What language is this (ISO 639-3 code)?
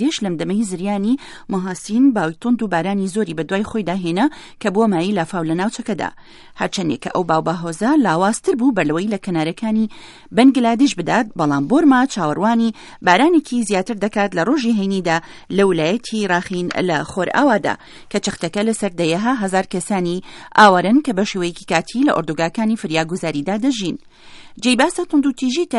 ckb